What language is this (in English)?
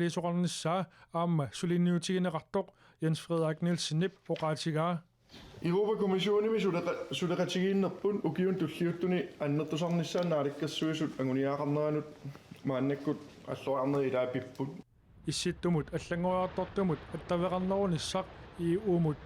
Kalaallisut